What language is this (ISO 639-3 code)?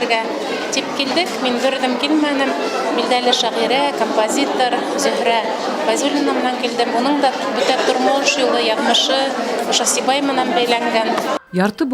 bak